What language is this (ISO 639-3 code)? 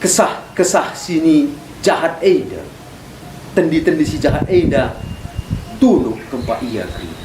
btx